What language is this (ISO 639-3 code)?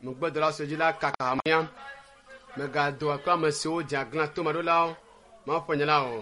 ewe